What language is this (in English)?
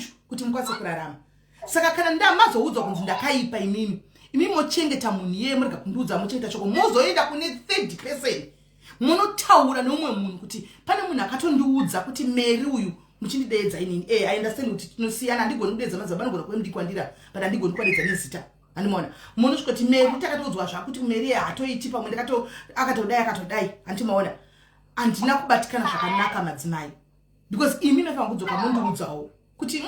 Shona